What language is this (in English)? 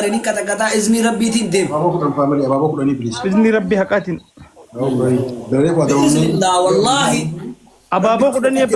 Oromo